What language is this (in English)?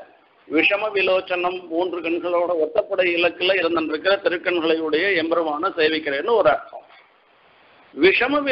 Tamil